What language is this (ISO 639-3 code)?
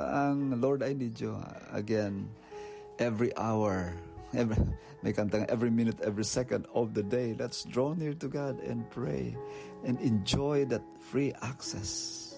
hil